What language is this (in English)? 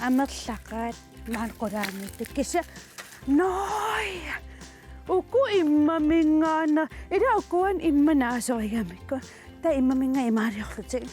Kalaallisut